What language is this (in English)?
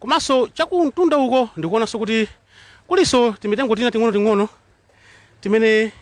Nyanja